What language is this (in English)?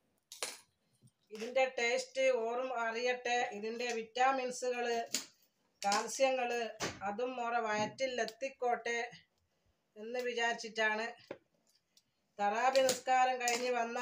Malayalam